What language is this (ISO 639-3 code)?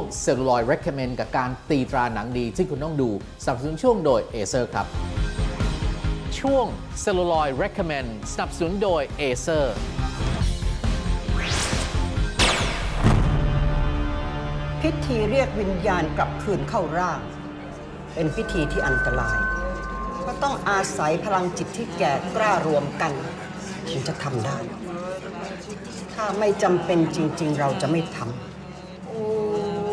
tha